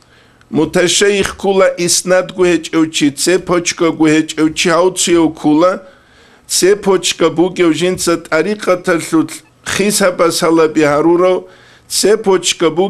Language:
Avaric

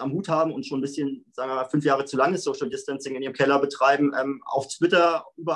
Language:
German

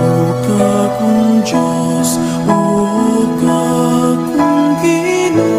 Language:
Pampanga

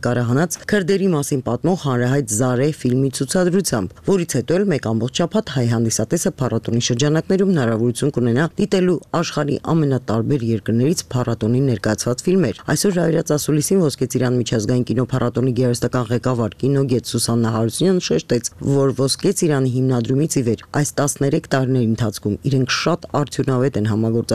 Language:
Armenian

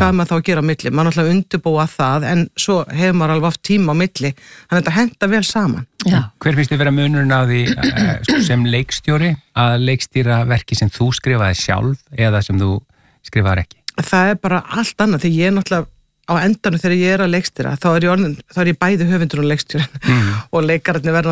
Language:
Icelandic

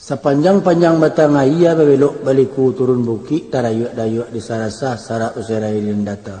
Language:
Minangkabau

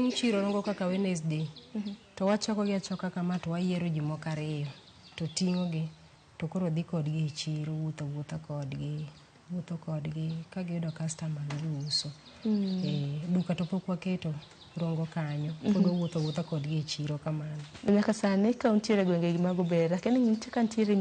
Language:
Luo (Kenya and Tanzania)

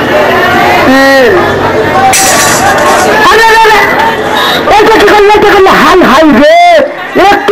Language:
Bangla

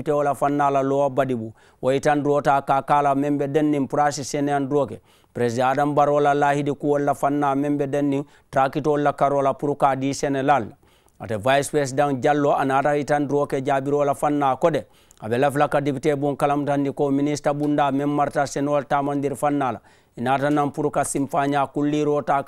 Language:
Mandingo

